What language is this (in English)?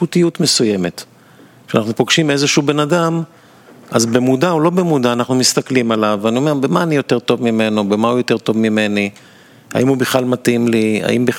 Hebrew